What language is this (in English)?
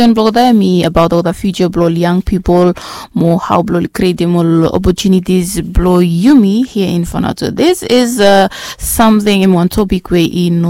Bislama